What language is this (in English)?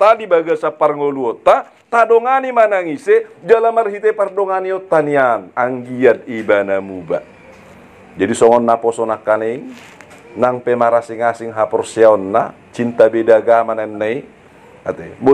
Batak Toba